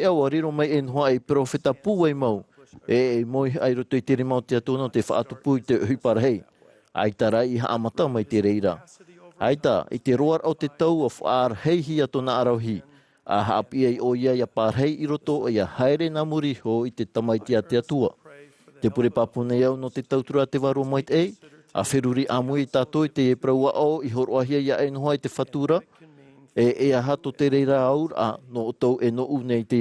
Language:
Tahitian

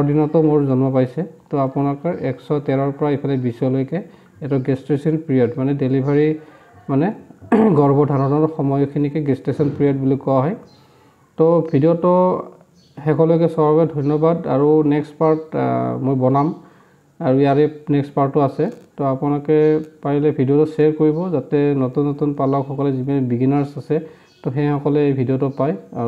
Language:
Assamese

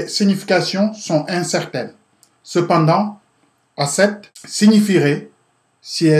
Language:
French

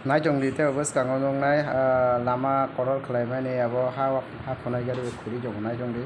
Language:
Kok Borok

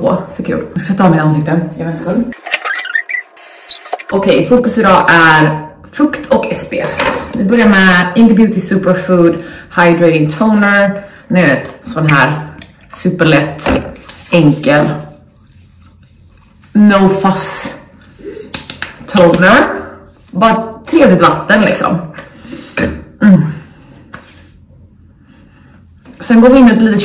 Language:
Swedish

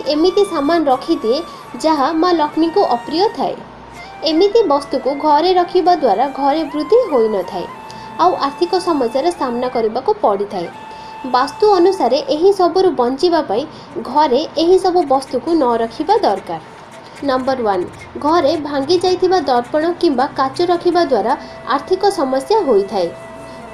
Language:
Odia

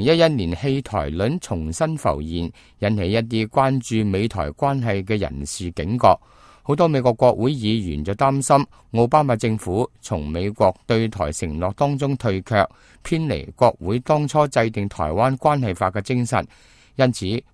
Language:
Cantonese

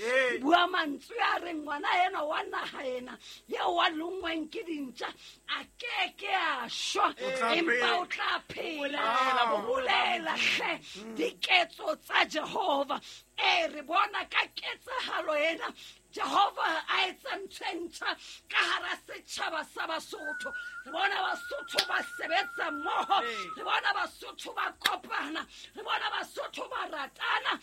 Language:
Southern Sotho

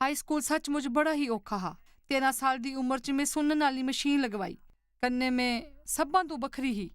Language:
Dogri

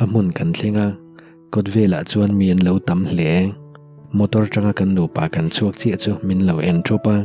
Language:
Mizo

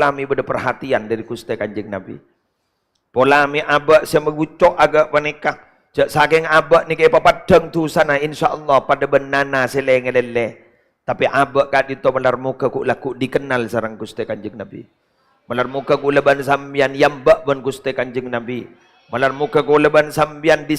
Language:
Madurese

